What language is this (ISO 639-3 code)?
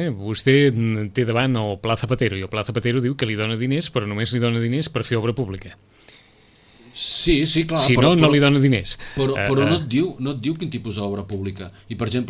cat